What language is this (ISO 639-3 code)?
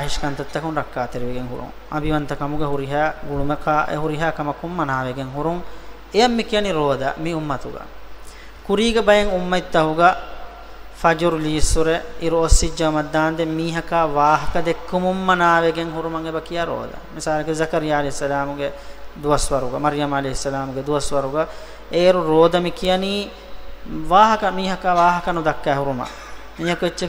div